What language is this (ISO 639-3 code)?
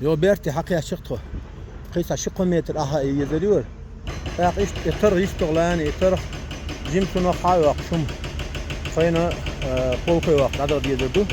che